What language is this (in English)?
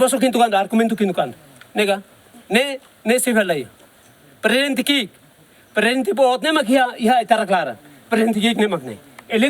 Tetum